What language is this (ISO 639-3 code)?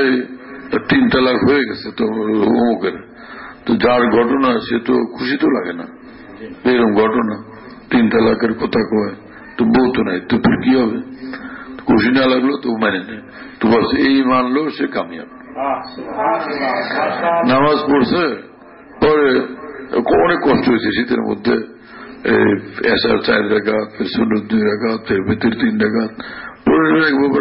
ben